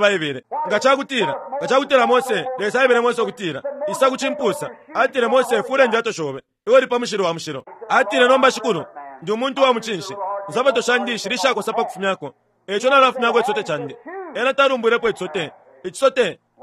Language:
Bemba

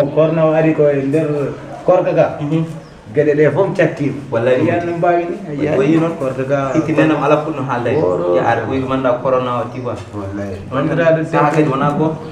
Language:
Fula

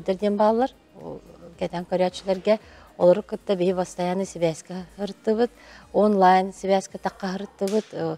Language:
Yakut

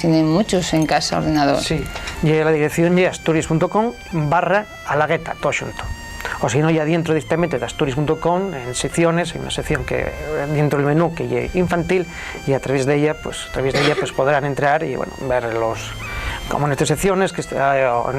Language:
Asturian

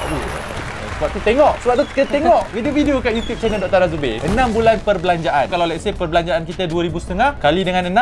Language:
Malay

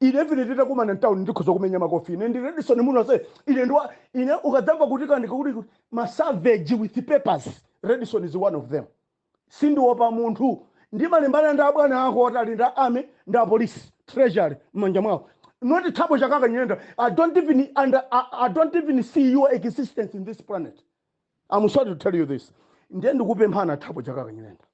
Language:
Nyanja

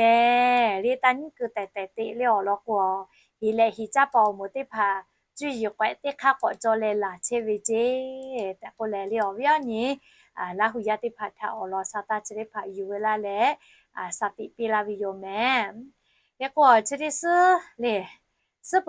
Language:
Lahu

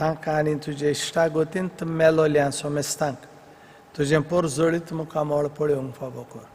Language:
Konkani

